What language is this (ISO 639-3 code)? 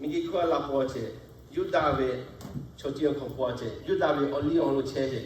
lhu